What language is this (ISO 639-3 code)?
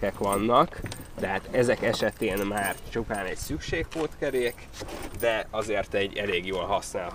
hun